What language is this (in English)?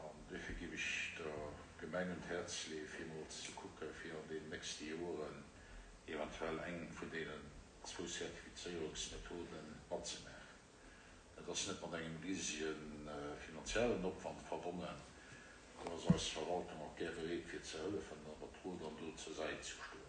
Luxembourgish